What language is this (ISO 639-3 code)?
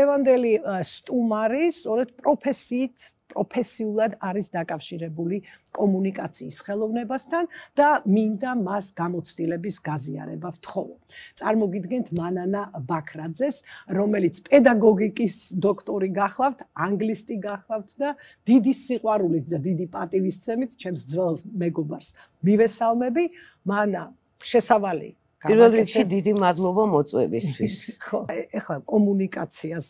kat